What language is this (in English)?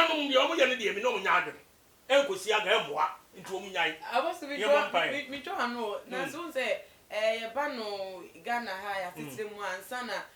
Akan